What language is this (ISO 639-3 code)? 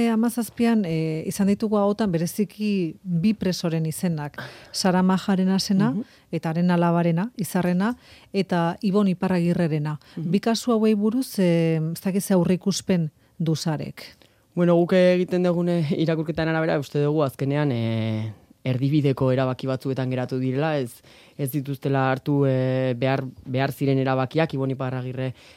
eus